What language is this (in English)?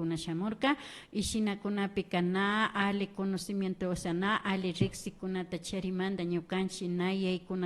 Imbabura Highland Quichua